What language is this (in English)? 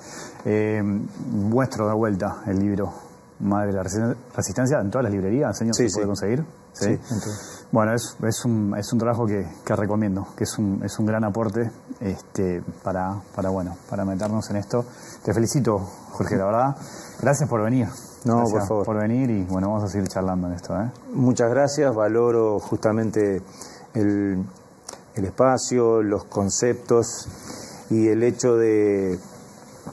Spanish